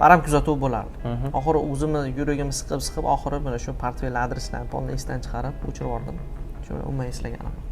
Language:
Uzbek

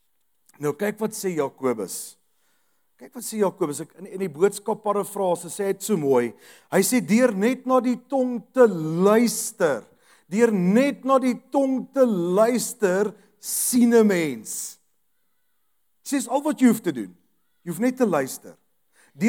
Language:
Afrikaans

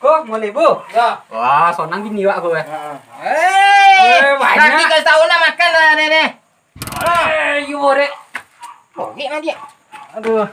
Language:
Minangkabau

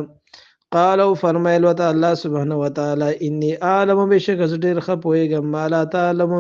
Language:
Pashto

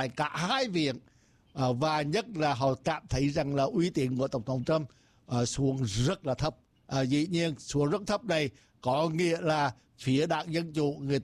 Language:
Vietnamese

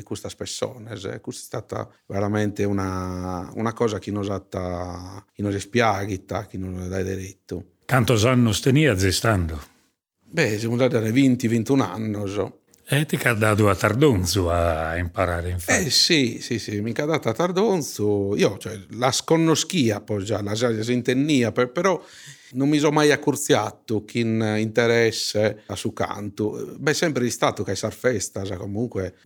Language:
Sardinian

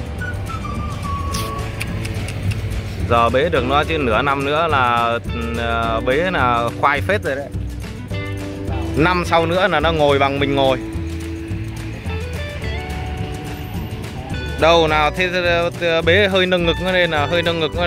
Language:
Vietnamese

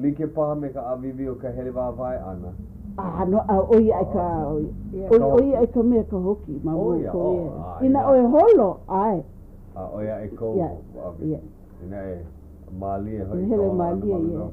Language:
Hawaiian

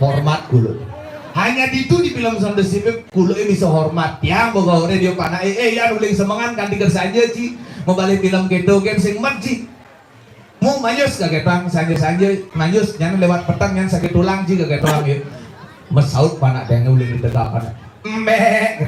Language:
Balinese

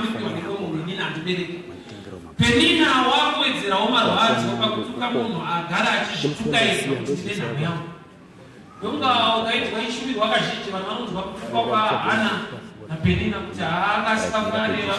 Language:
Shona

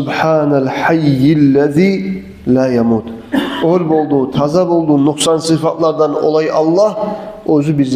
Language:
Kumyk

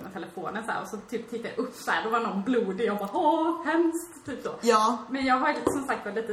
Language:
Swedish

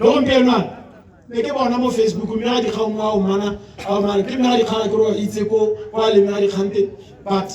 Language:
Tswana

